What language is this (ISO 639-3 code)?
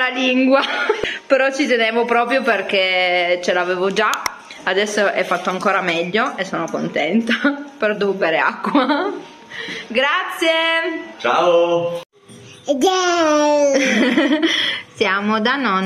ita